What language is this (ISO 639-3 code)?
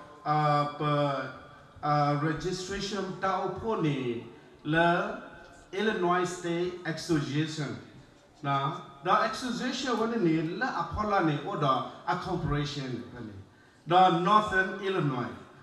ksw